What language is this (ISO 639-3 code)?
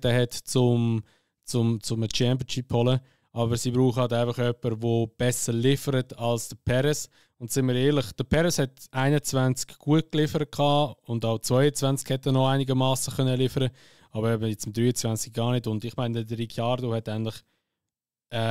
gsw